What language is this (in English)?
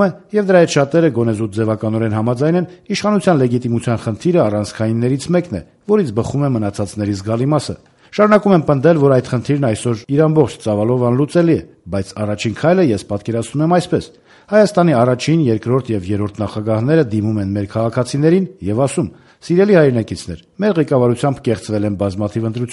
Armenian